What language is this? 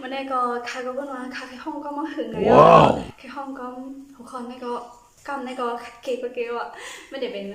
Shan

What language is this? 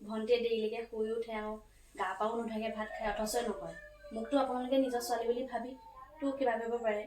Assamese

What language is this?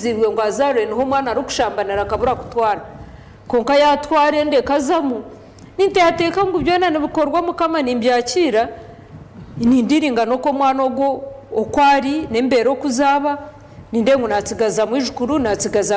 Nyankole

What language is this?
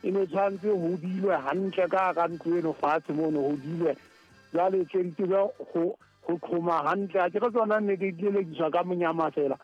Southern Sotho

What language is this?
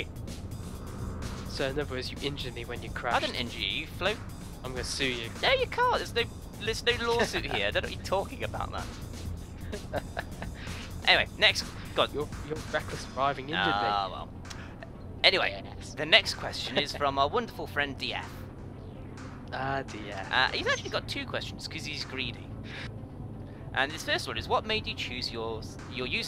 English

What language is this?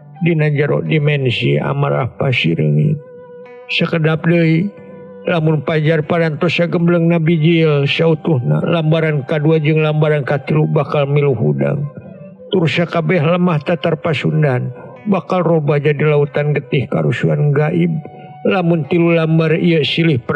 Sundanese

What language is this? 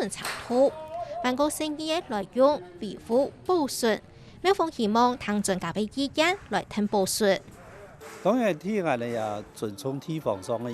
Hakka Chinese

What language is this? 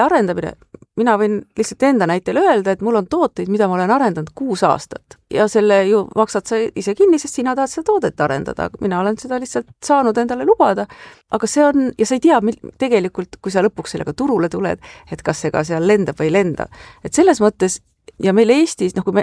Estonian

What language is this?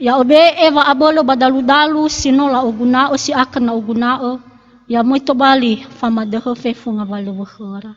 Nias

